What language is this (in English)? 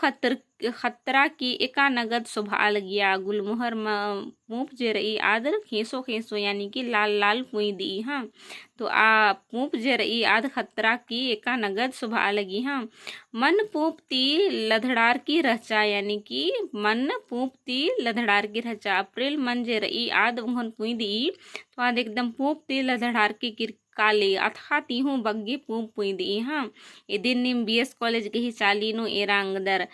Kurukh